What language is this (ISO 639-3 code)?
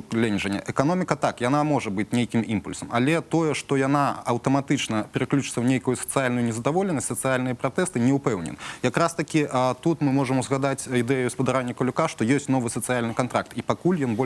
bel